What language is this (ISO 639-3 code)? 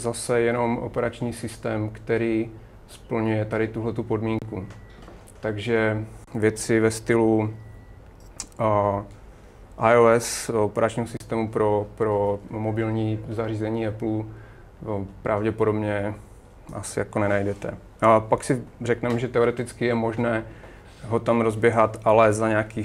ces